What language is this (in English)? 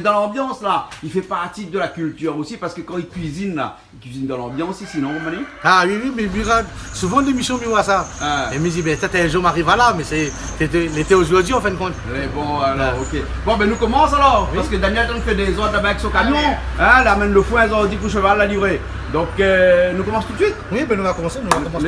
Réunion Creole French